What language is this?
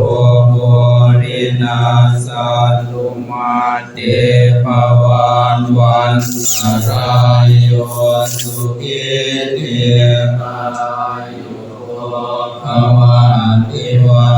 Pali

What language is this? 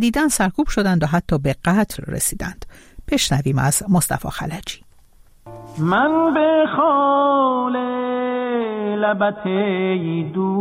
Persian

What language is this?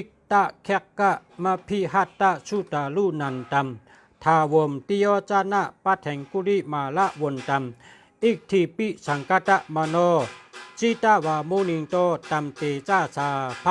Shan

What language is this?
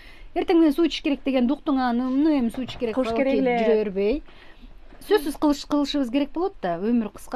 Kyrgyz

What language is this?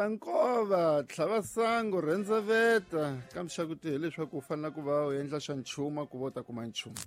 Tsonga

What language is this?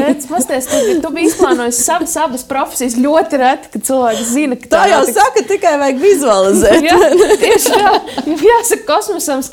Latvian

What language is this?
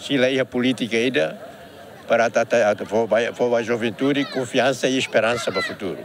Tetum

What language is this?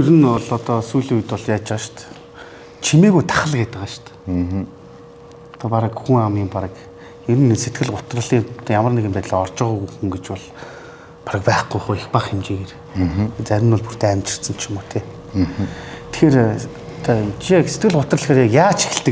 Mongolian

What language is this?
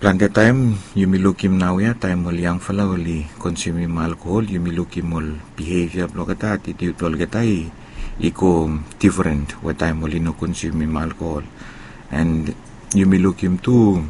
Bislama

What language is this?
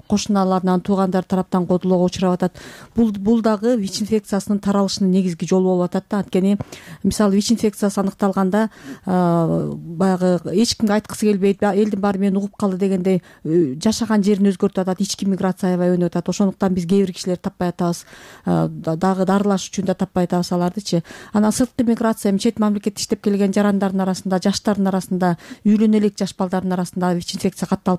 Kyrgyz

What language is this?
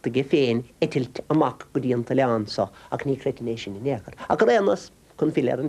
Irish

